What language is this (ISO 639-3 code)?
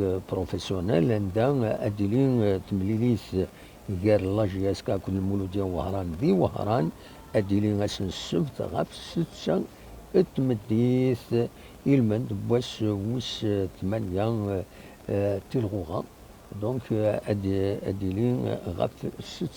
kab